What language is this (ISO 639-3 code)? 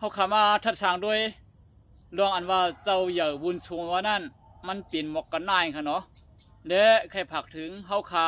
shn